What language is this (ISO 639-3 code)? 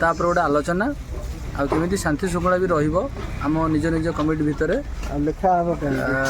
ori